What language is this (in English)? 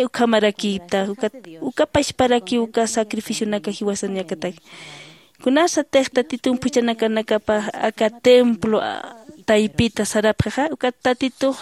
Aymara